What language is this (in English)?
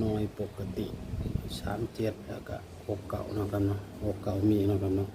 Northeastern Thai